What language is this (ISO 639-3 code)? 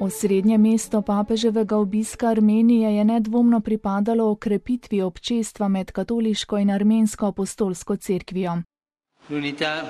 slv